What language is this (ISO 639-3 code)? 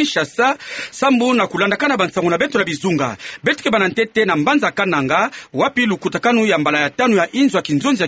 ktu